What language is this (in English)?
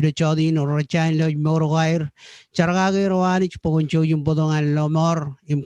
Marshallese